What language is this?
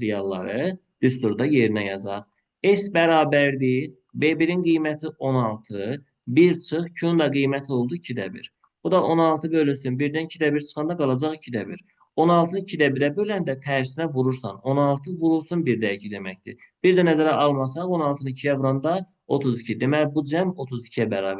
Azerbaijani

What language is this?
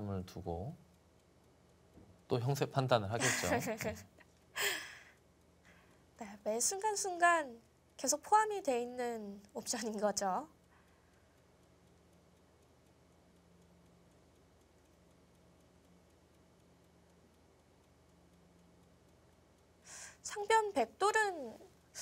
Korean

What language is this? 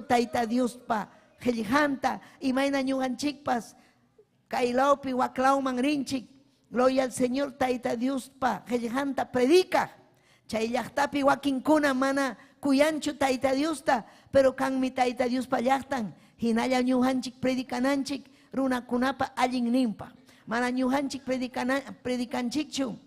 Ayacucho Quechua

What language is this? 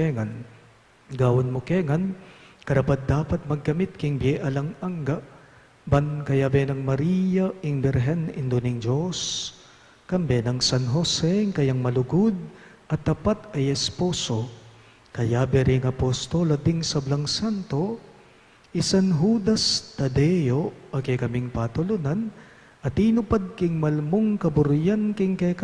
Pampanga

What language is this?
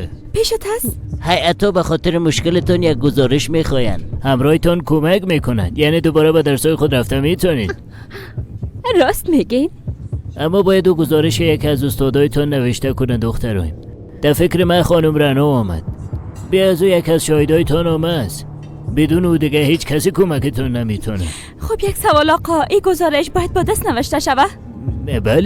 Persian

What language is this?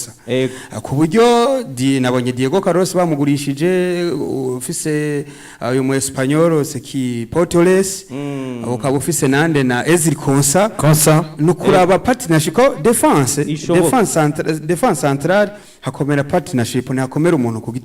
Rundi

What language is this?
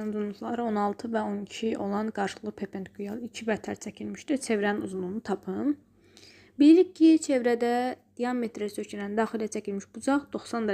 Azerbaijani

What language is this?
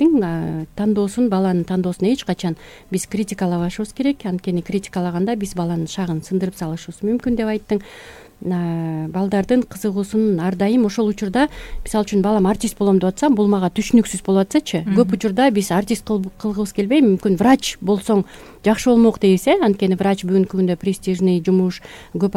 Kyrgyz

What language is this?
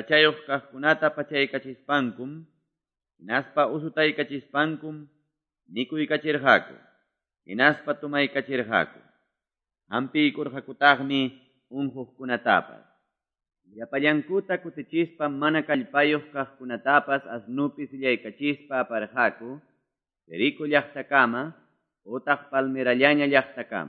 Quechua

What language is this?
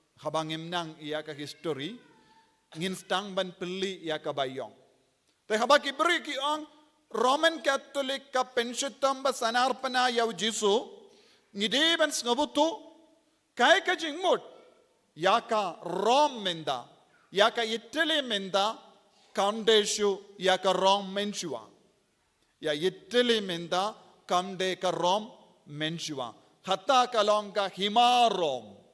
Khasi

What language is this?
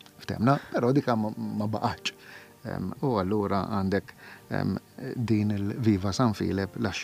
Maltese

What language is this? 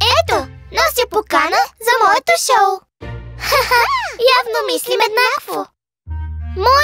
Bulgarian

